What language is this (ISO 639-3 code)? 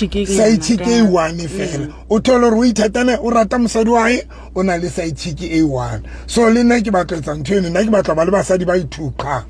sot